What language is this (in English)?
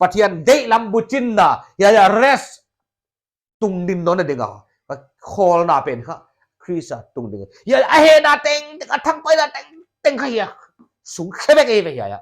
Paite Chin